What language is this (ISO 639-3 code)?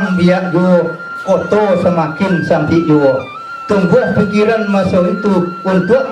min